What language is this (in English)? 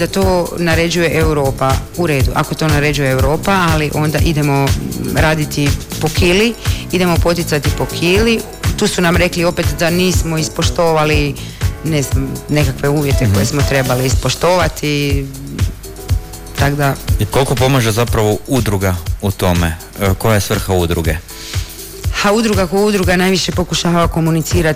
Croatian